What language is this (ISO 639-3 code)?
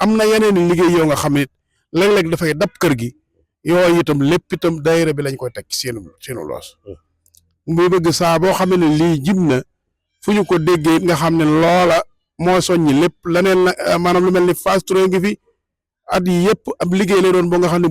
wol